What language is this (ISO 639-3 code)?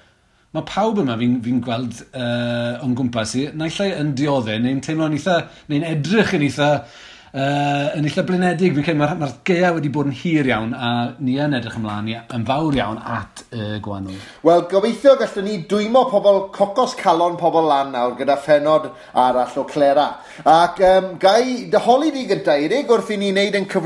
cym